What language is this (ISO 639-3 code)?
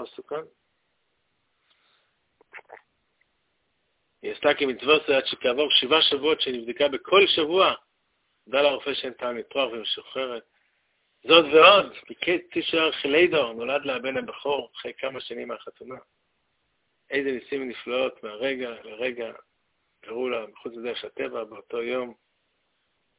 heb